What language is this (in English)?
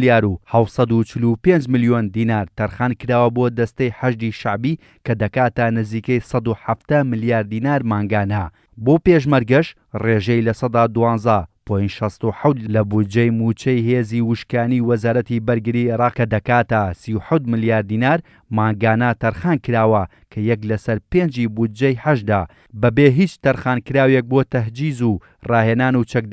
Central Kurdish